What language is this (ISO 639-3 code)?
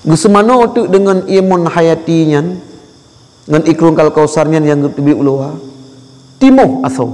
ace